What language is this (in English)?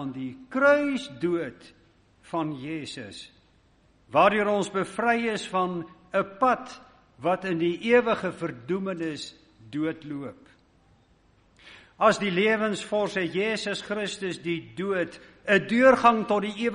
Afrikaans